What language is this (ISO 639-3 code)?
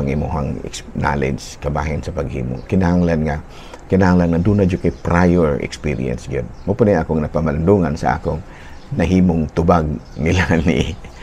ceb